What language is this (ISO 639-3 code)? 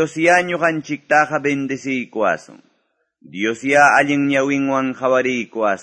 que